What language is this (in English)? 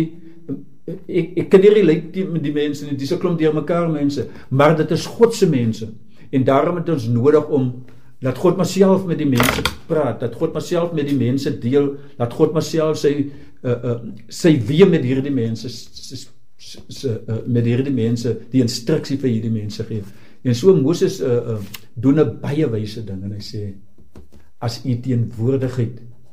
Afrikaans